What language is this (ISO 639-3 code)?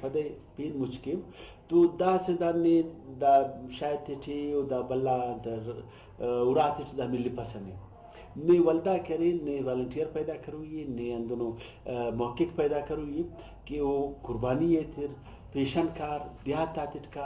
brh